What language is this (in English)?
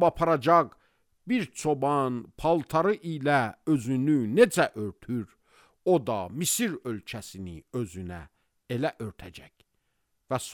Azerbaijani